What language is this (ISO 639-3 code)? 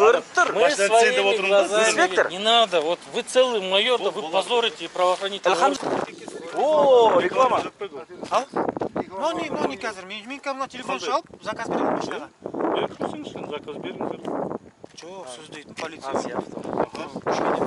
kaz